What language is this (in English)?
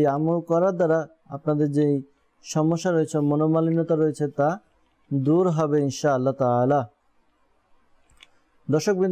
Bangla